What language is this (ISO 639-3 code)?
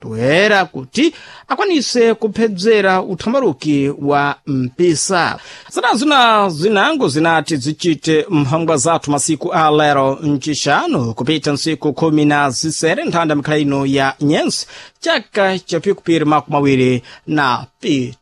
seh